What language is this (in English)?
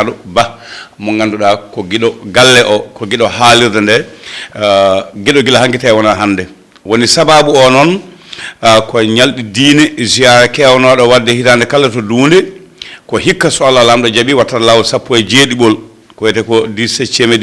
Fula